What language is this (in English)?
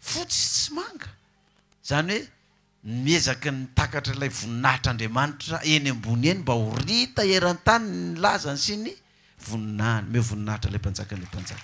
Malagasy